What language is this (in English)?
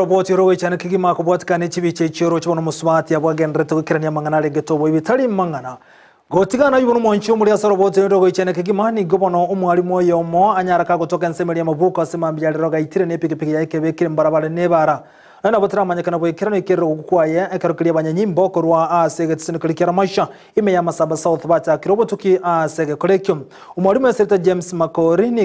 Gusii